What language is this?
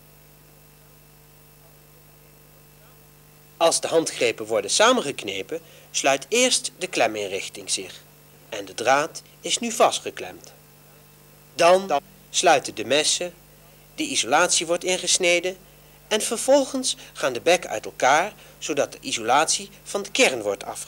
Dutch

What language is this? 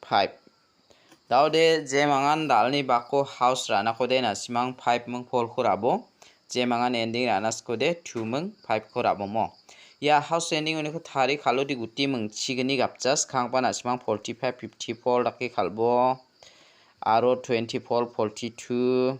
Garo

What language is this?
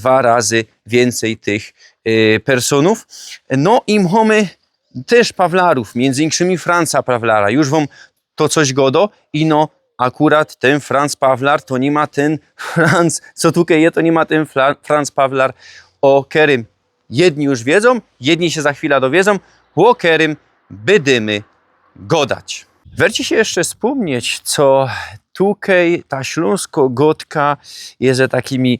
Silesian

